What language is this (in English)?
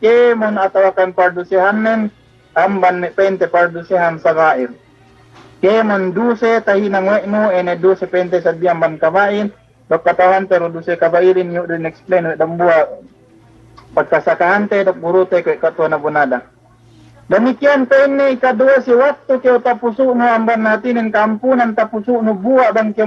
Yakan